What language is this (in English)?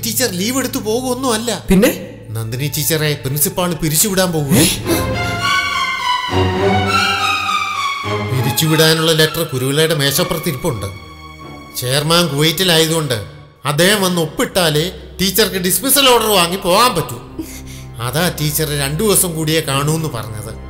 Malayalam